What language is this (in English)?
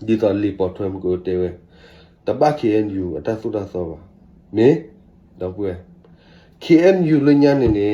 S'gaw Karen